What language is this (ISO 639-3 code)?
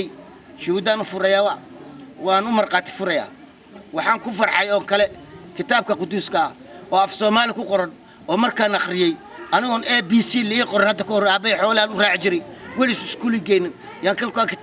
som